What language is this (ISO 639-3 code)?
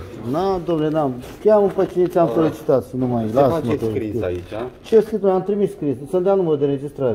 ron